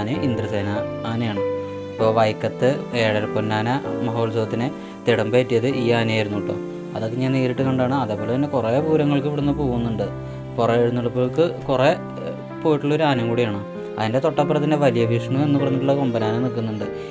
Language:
Malayalam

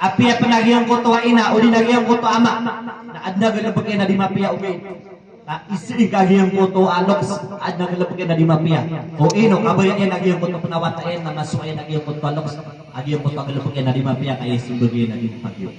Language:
Maranao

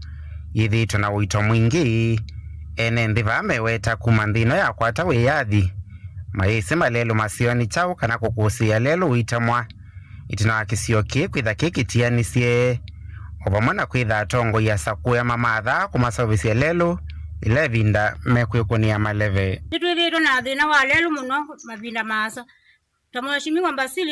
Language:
Kamba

